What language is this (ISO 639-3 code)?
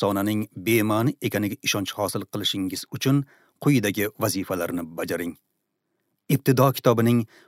uzb